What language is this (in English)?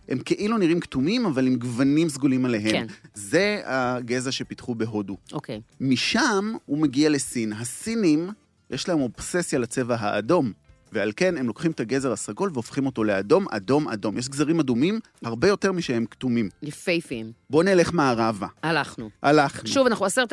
Hebrew